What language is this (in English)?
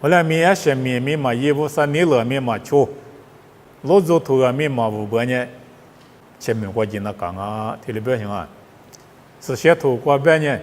Lisu